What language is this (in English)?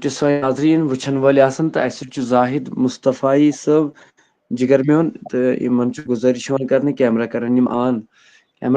Kashmiri